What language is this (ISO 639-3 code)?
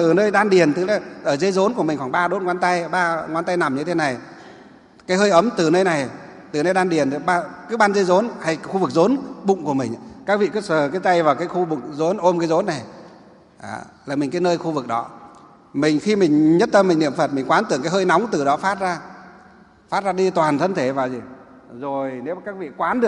vie